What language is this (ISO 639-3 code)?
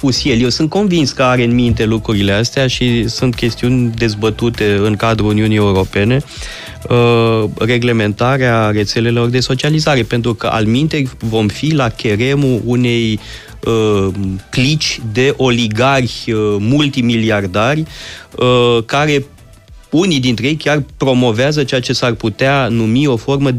ron